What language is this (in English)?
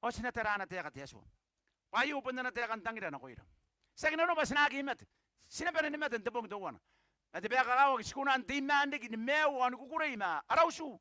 Gilbertese